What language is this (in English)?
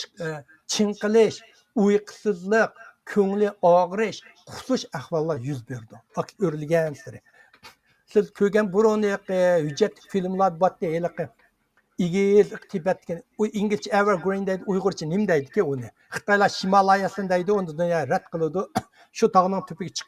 Uyghur